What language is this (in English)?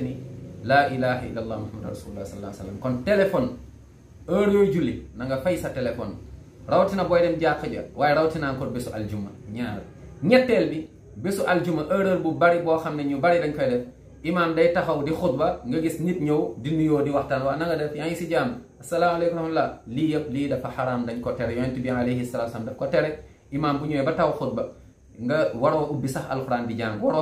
Wolof